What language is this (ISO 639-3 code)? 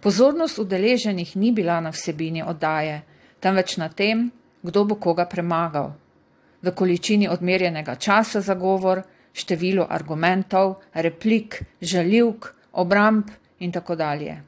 slv